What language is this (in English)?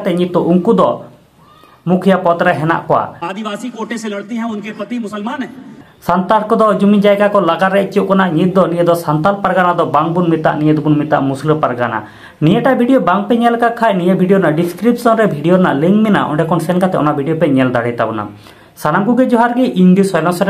Santali